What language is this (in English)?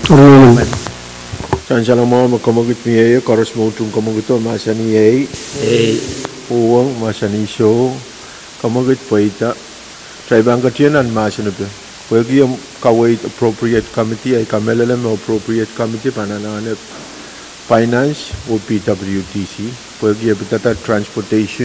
Pohnpeian